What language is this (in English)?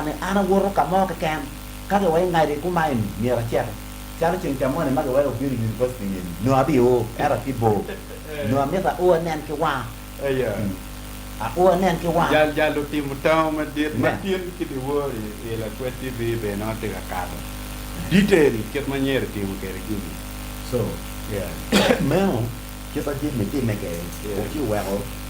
Acoli